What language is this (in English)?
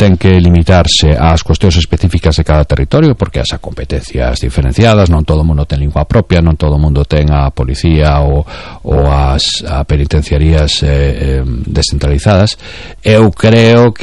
Galician